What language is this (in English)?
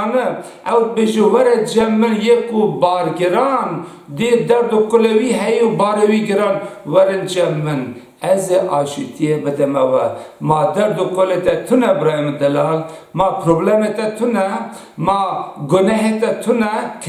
Kurdish